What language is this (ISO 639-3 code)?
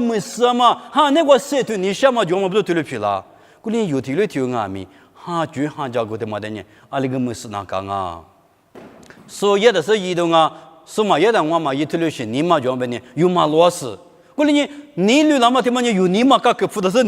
lis